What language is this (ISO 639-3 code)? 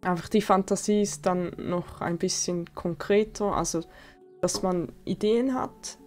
gsw